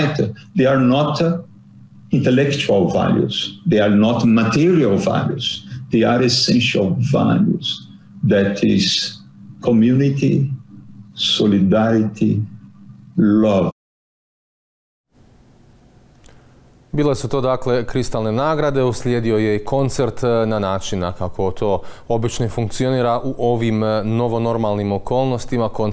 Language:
Croatian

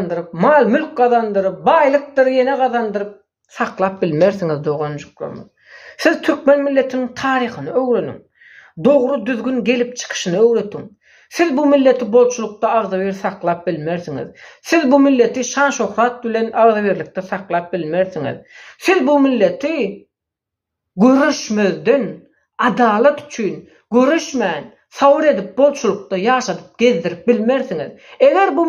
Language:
Turkmen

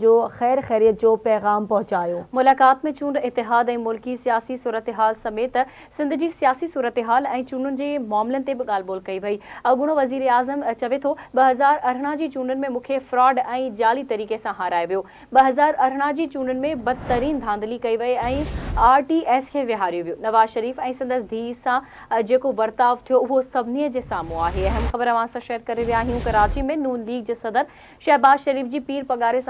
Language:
Sindhi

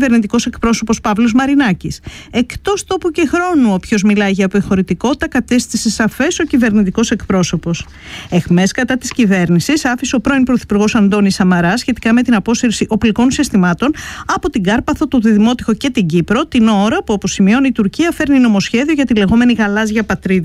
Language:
Greek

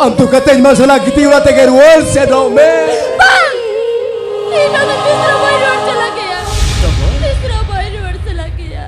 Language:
Santali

